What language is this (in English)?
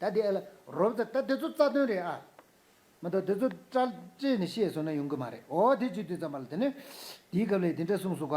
Tibetan